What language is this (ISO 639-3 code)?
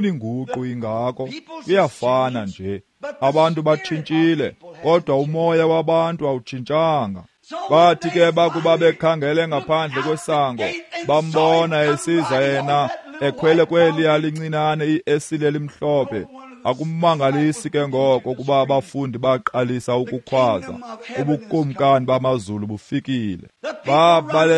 xho